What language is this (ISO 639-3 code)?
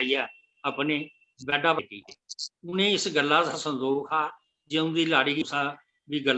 doi